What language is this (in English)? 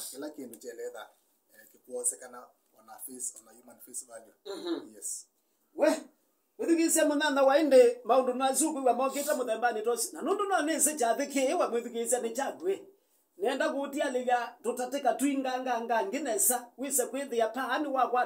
Kamba